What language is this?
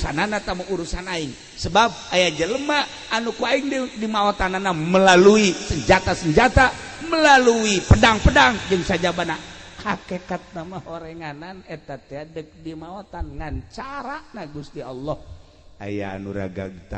Sundanese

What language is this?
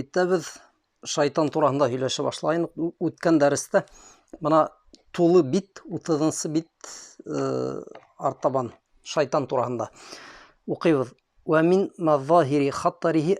Bashkir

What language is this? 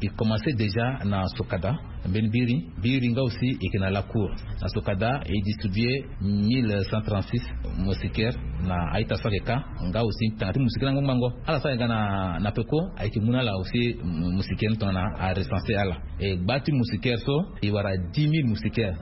Sango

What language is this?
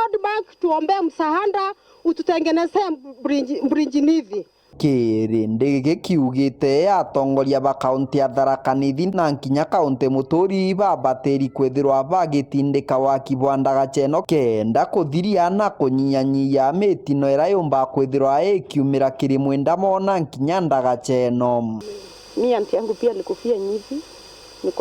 Meru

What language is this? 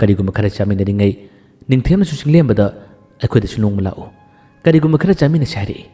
Manipuri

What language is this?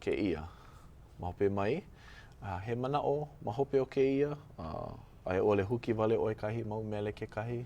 Hawaiian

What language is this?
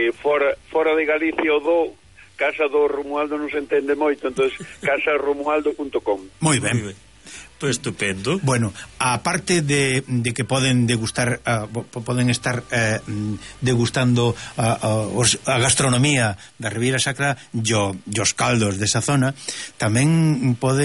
Galician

